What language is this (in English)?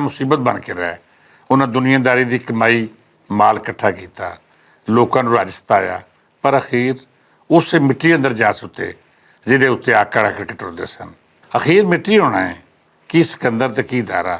Western Panjabi